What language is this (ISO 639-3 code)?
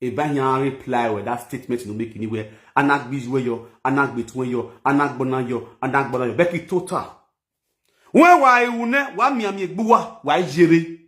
pcm